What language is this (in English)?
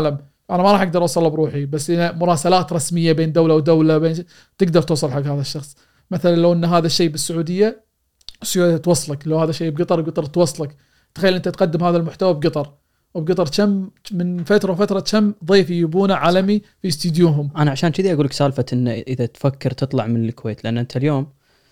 Gulf Arabic